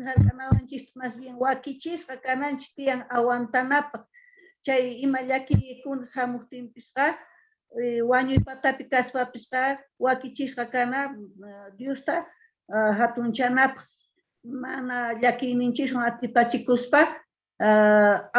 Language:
Quechua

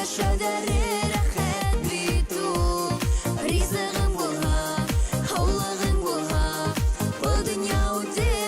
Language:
Bashkir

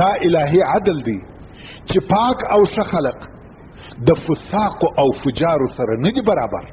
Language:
Pashto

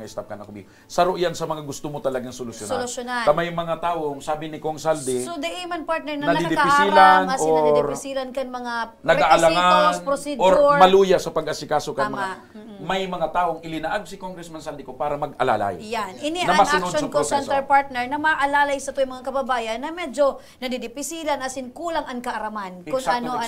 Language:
Bikol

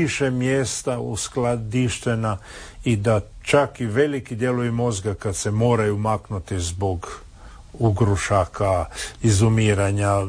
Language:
Croatian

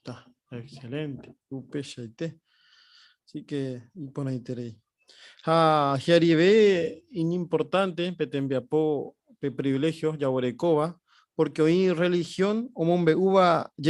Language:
Guarani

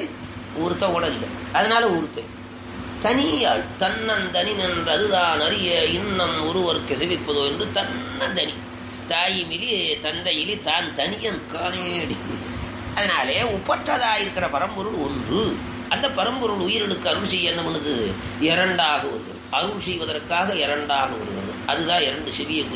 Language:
Tamil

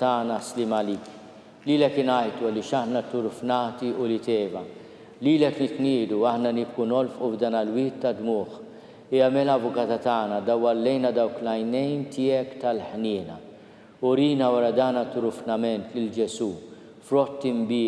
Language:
Maltese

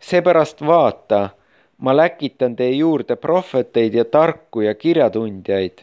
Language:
Estonian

